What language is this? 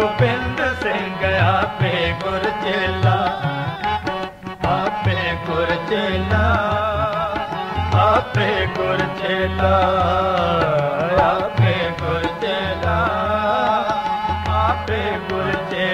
Punjabi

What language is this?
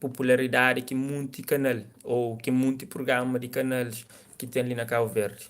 Kabuverdianu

